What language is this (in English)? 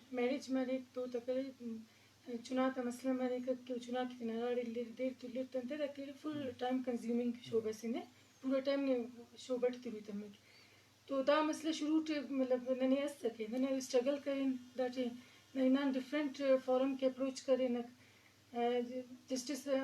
Eastern Balochi